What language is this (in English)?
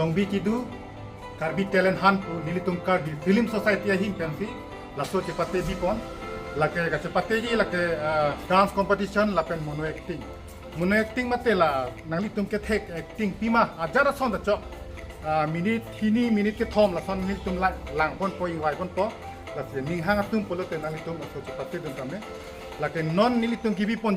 Karbi